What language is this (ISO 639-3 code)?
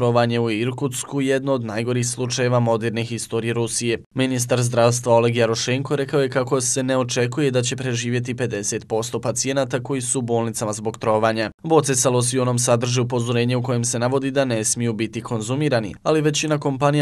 bos